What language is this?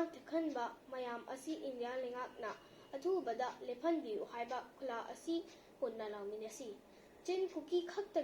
Manipuri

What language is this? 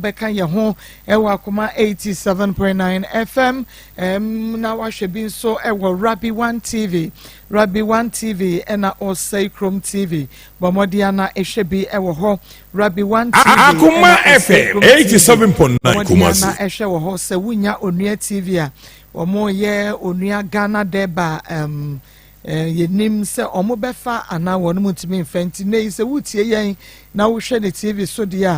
Akan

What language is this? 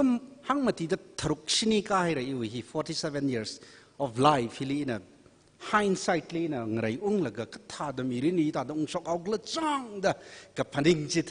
Tangkhul Naga (India)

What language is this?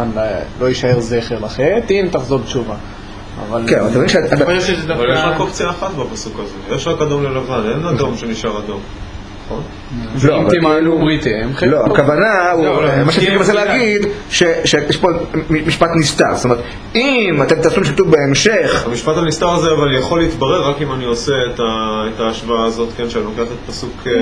Hebrew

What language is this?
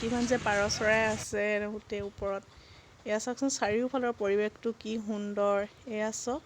Assamese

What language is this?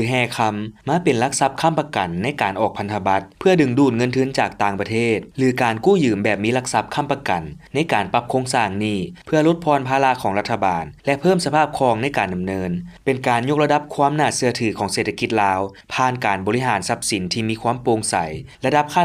Lao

